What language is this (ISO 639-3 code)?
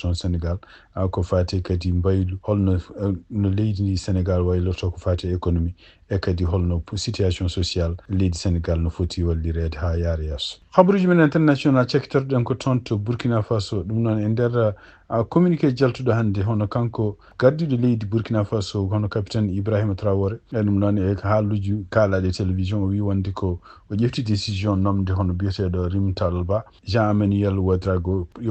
ful